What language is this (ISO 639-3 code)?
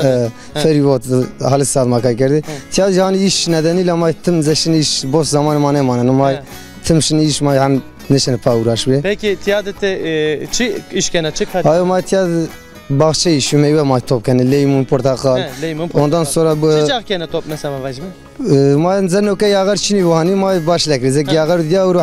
zza